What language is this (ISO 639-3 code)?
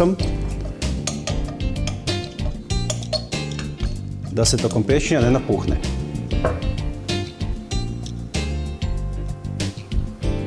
hrv